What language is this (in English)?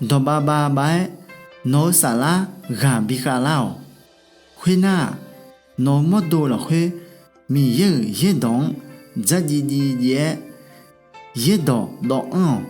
Akha